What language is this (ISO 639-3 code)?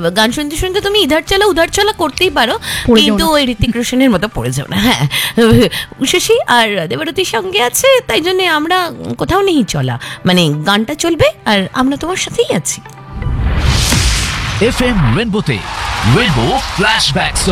ben